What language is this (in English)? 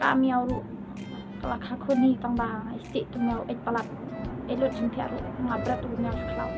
Khasi